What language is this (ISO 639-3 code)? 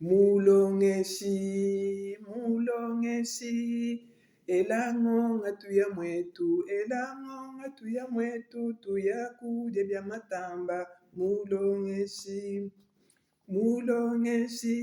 lua